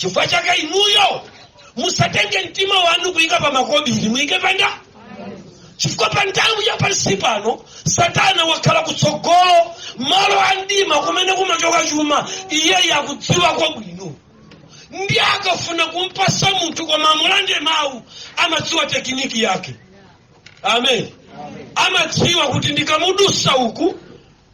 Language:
Nyanja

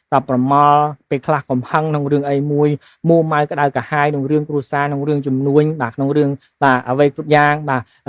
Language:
Khmer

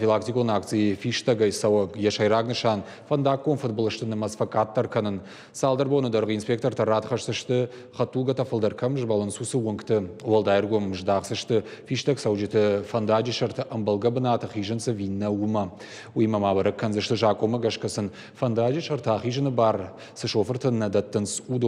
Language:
Ossetic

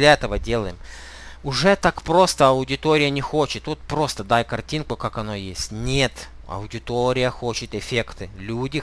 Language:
Russian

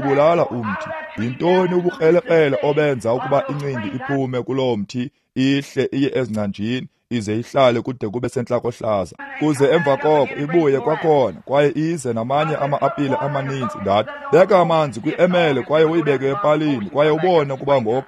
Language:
Xhosa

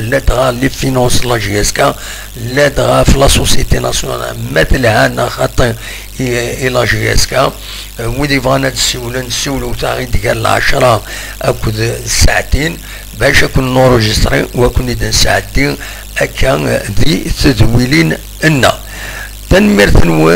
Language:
Kabyle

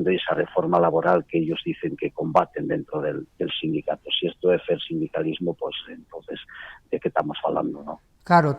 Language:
Asturian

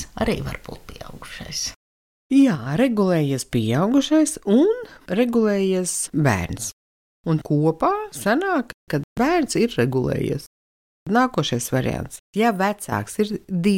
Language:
Latvian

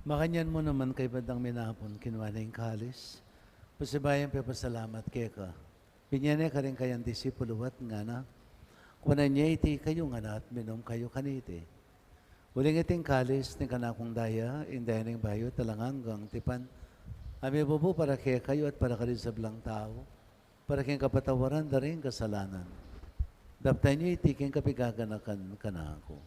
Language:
Pampanga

